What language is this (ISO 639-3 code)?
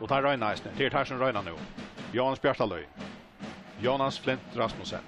fao